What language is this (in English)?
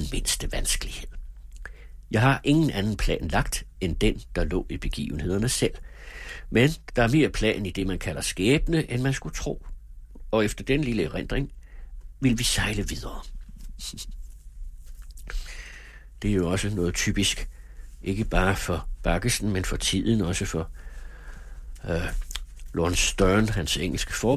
Danish